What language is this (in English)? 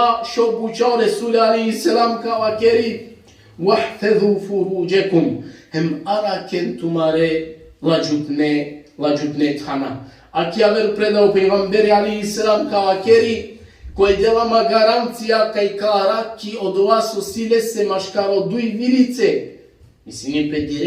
Balkan Romani